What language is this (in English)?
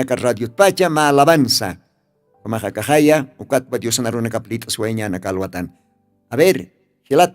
Aymara